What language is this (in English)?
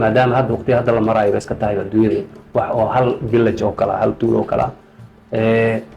Somali